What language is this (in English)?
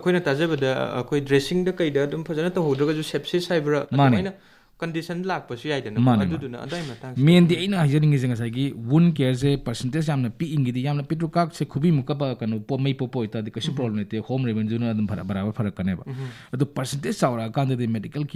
Manipuri